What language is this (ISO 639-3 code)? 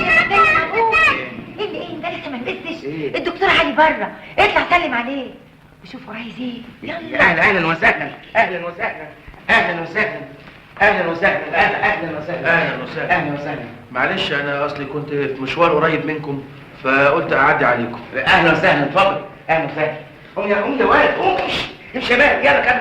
arz